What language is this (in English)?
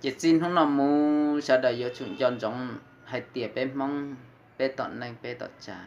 Hmong